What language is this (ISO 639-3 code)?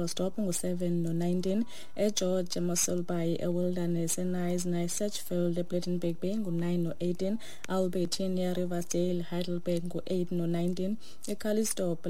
xho